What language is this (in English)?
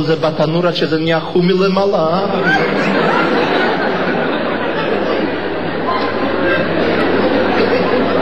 Hebrew